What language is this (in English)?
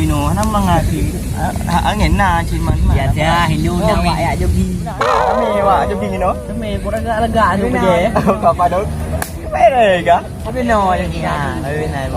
Achinese